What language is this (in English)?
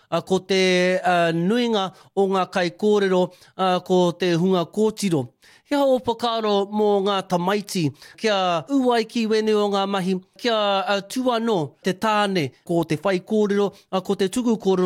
Māori